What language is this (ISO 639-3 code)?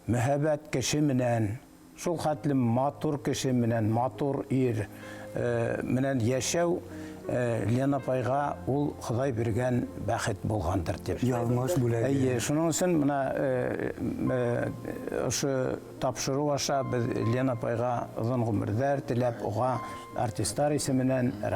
bak